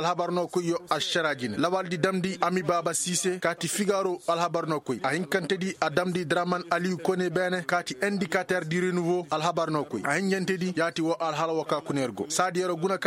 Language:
Koyraboro Senni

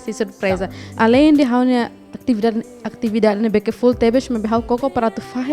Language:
Tetum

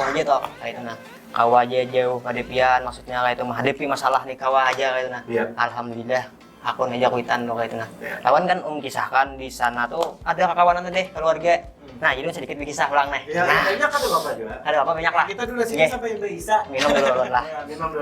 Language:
Banjar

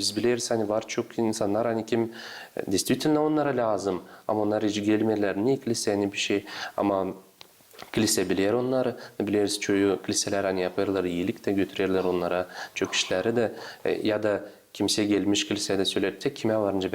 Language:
Gagauz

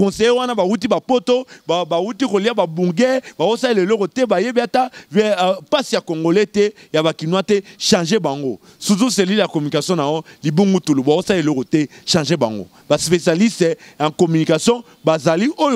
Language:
Lingala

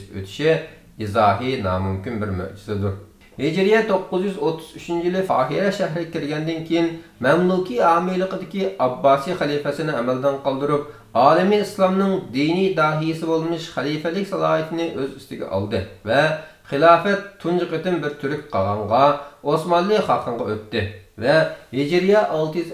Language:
Uyghur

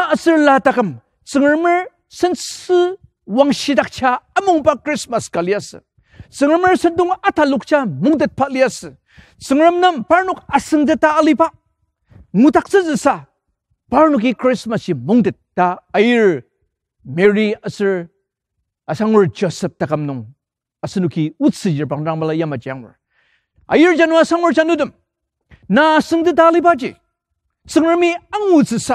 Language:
Ao Naga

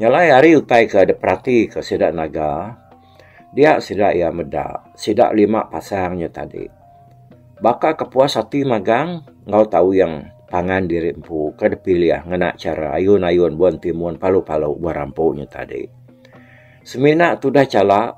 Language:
Iban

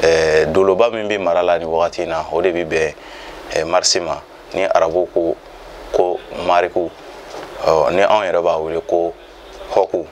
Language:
Bambara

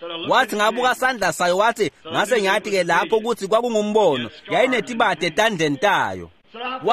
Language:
Swati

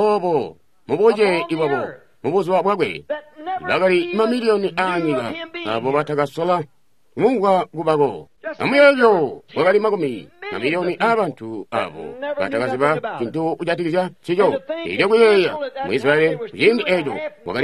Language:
Tonga (Zambia)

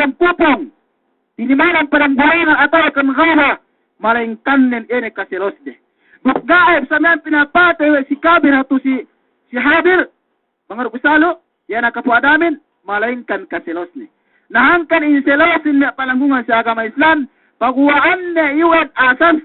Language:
Yakan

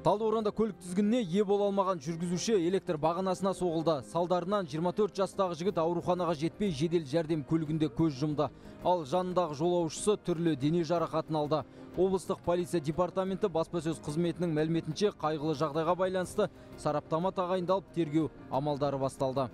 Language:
Kazakh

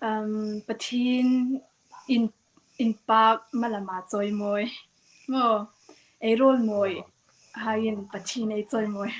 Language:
Hmar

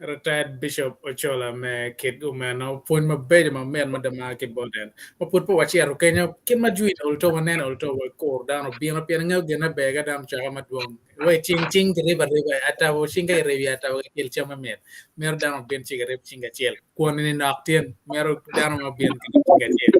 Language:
Acoli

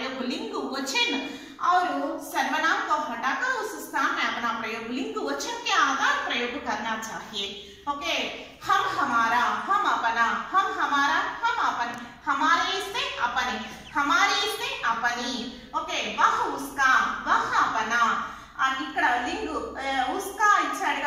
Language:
Telugu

